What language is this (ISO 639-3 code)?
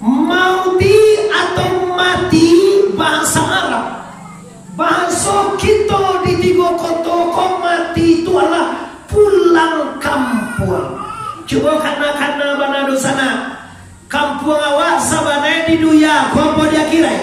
min